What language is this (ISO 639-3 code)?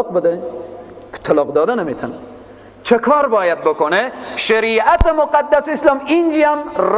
fas